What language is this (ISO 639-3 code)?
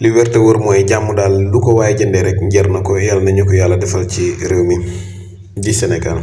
wol